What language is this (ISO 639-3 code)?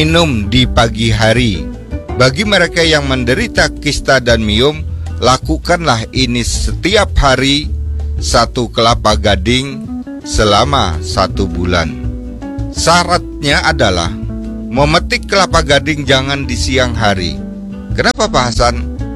ind